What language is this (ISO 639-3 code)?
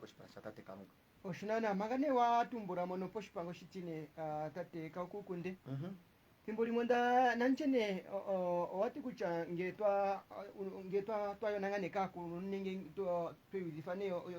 kua